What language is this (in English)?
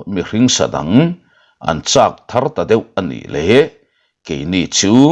Mizo